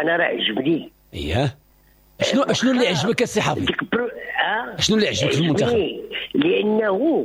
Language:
Moroccan Arabic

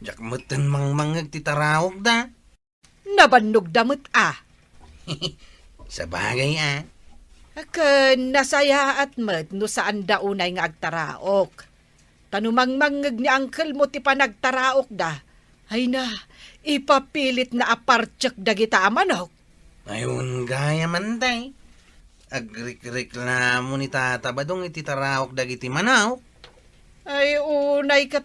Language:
Iloko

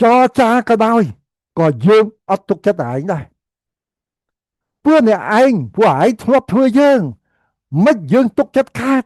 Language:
Khmer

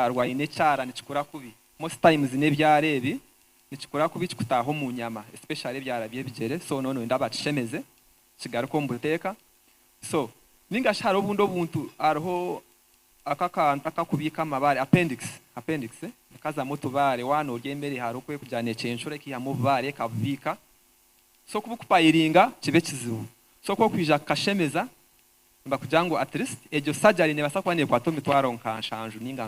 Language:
Nyankole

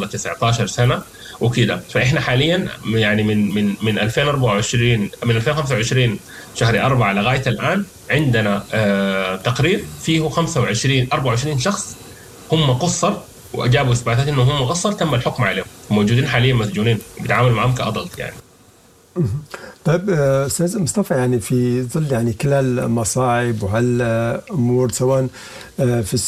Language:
Sudanese Arabic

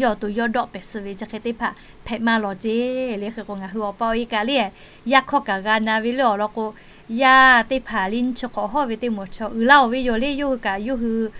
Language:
Lahu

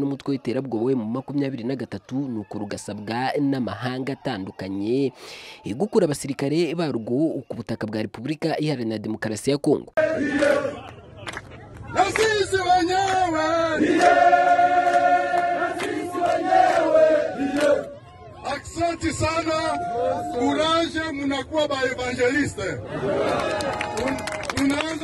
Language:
Kinyarwanda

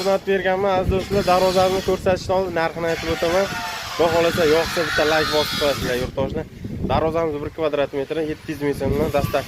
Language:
Uzbek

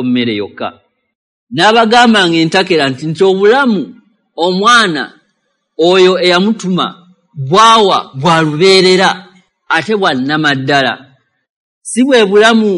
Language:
Ganda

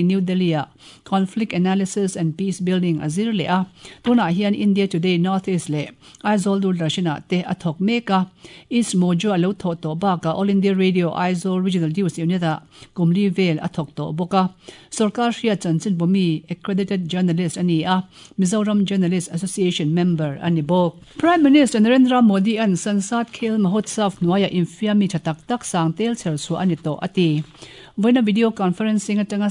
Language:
Mizo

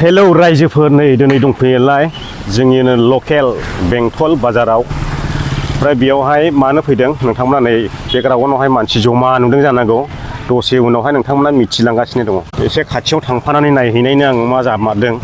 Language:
Bodo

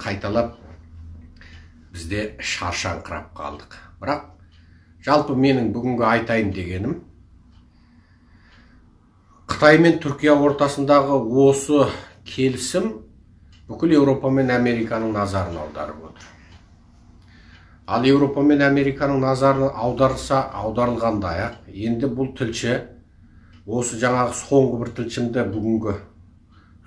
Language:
Kazakh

